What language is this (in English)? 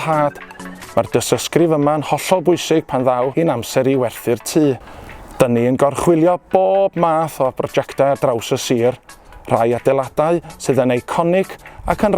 Welsh